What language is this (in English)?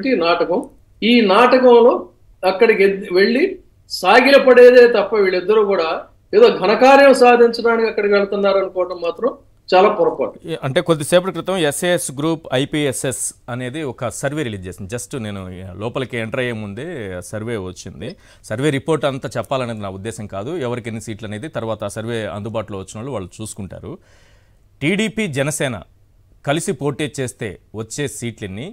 Telugu